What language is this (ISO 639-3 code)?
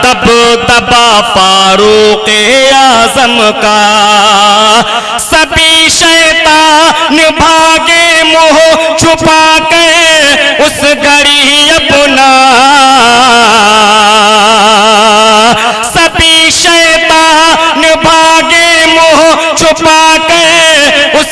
urd